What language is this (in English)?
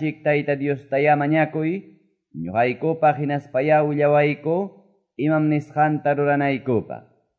Quechua